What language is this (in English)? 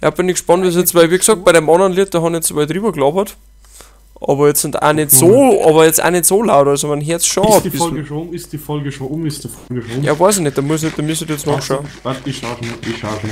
Bavarian